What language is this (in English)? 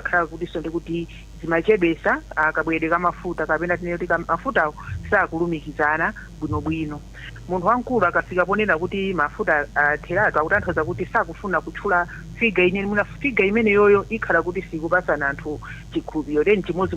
Nyanja